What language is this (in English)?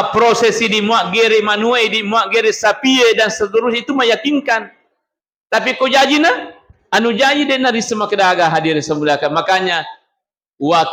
Buginese